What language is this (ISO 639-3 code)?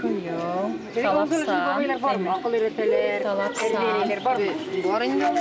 bak